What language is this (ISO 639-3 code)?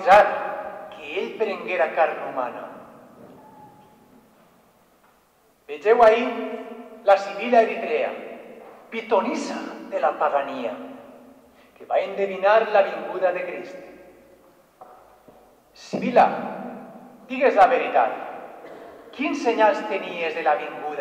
cat